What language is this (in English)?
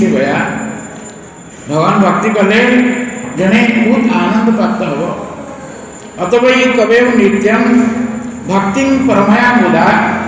Odia